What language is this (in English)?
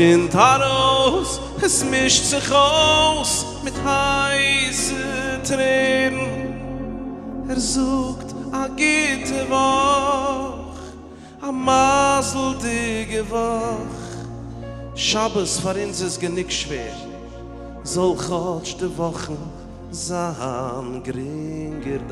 Yiddish